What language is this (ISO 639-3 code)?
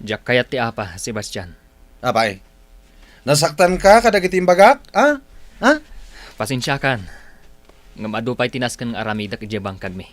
ilo